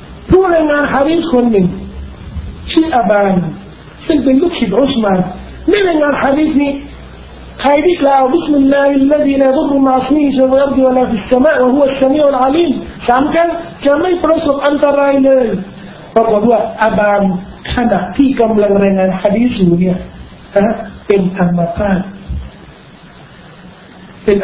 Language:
Thai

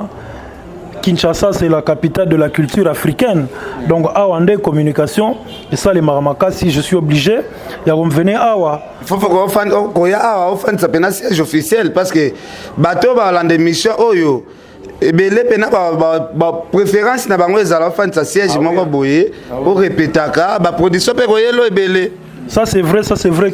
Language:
Lingala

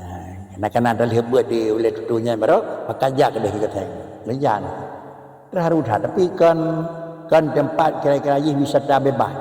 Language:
Achinese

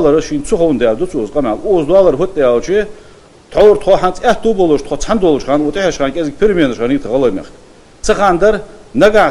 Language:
Ingush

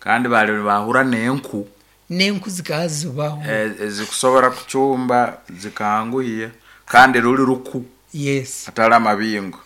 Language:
Nyankole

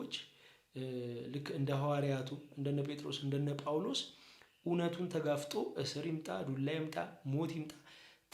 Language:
Amharic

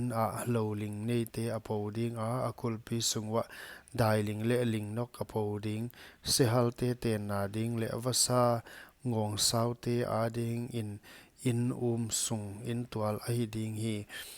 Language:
Paite Chin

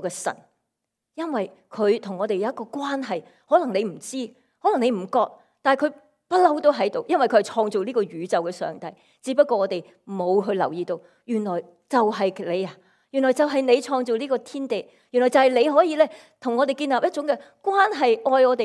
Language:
Cantonese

